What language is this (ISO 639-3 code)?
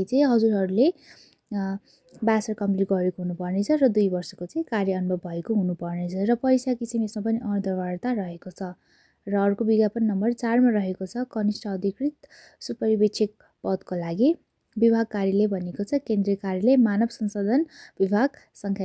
nep